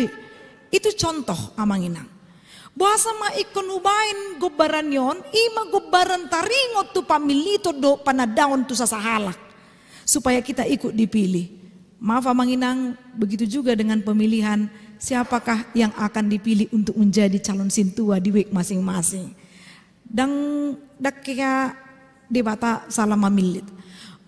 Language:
Batak Toba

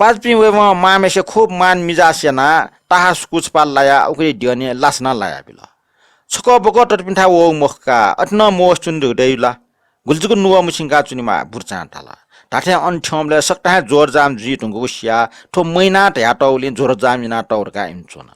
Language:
Newari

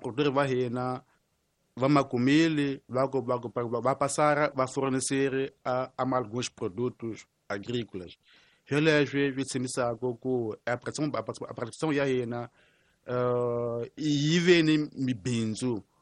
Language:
Tsonga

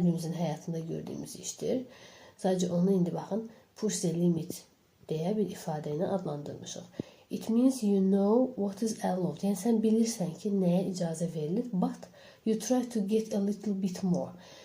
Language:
Azerbaijani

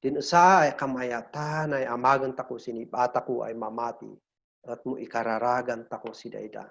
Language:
Kankanaey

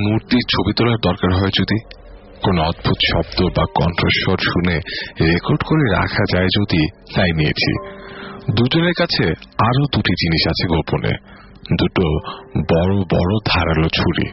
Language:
Bangla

